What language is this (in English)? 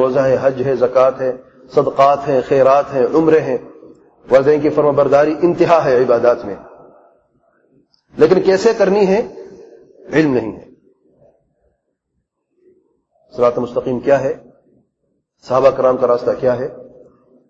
Urdu